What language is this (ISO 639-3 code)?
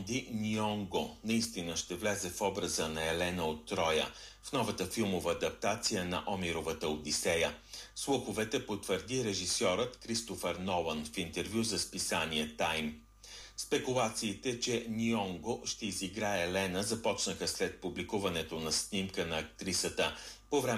bul